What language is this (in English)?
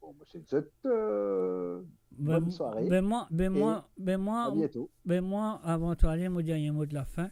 Morisyen